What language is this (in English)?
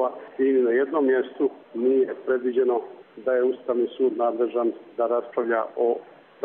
Bosnian